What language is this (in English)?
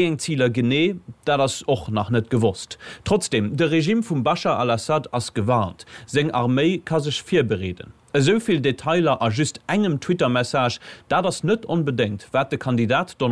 Luxembourgish